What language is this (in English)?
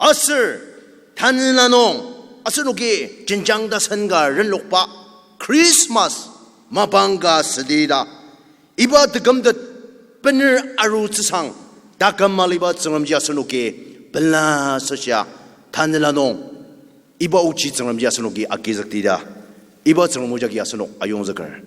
Ao Naga